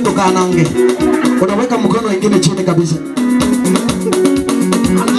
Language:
Swahili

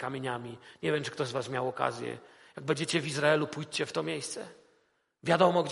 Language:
Polish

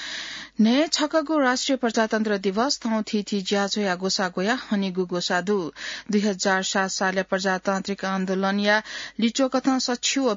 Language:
Newari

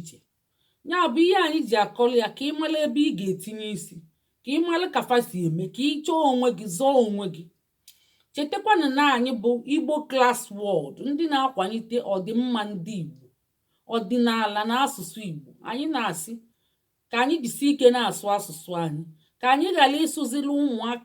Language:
Igbo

